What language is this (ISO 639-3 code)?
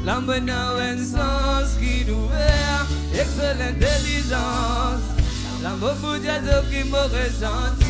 mfe